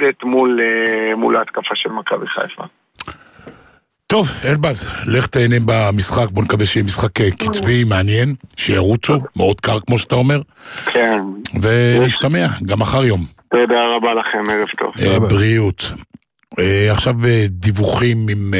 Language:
Hebrew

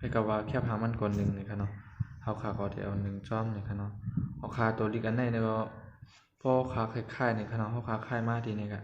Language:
Shan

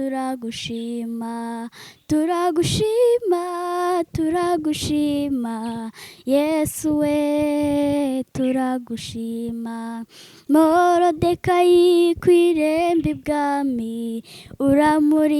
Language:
Kinyarwanda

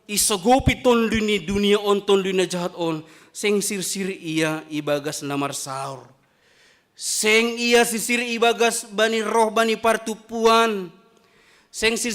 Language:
Batak Simalungun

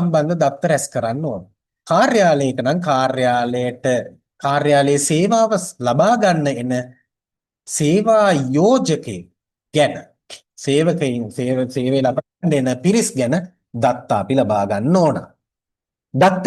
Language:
Sinhala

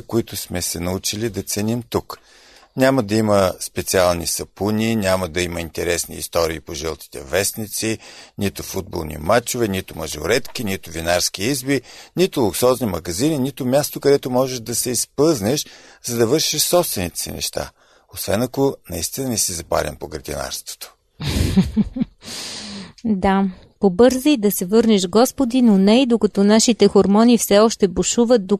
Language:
Bulgarian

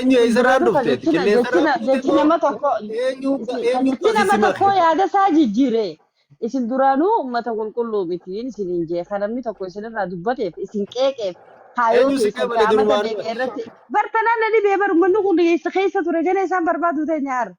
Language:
Oromo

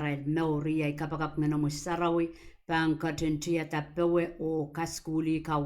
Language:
Pohnpeian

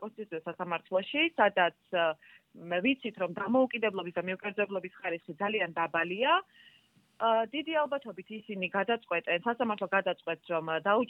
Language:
Georgian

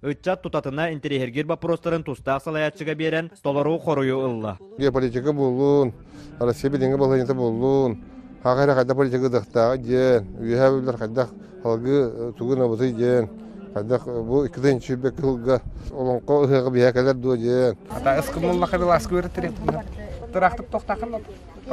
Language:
Yakut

